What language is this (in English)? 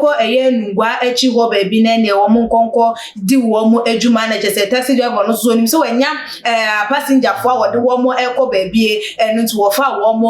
Akan